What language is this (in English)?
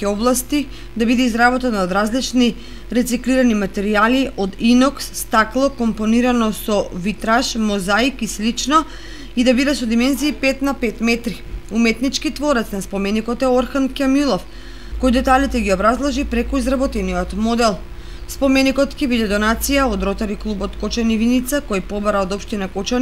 Macedonian